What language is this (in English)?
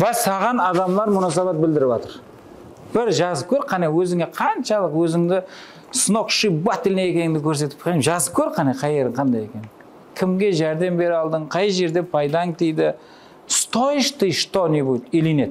Kara-Kalpak